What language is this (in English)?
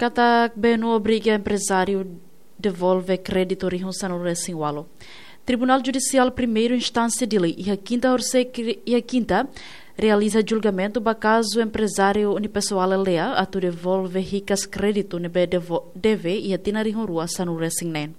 Tetum